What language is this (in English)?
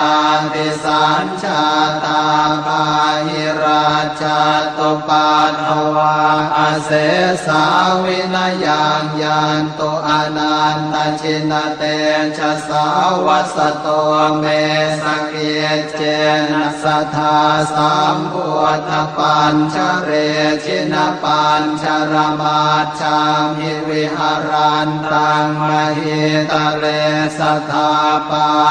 Pali